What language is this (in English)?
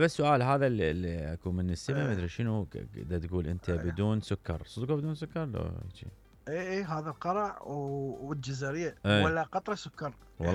Mesopotamian Arabic